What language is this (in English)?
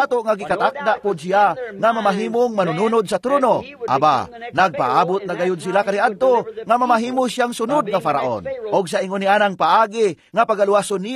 Cebuano